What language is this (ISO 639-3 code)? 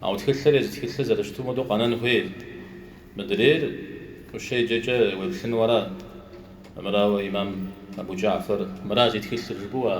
kbd